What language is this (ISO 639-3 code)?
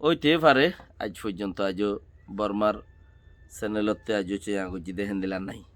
rhg